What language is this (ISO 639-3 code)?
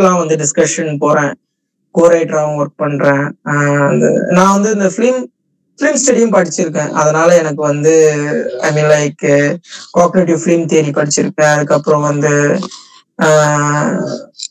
tam